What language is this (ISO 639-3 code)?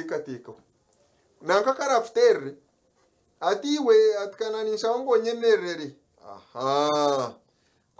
nyn